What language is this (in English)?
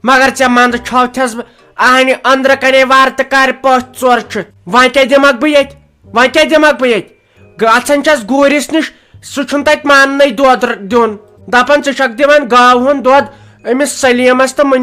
Kashmiri